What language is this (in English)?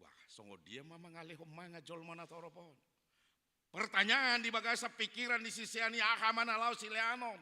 Batak Toba